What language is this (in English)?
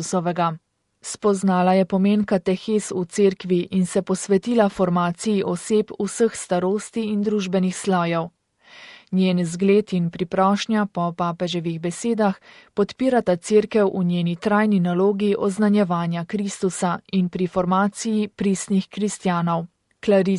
Slovenian